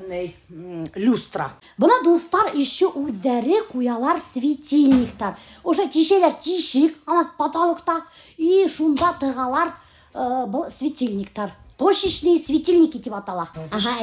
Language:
Bashkir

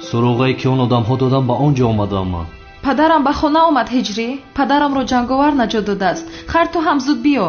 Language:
Tajik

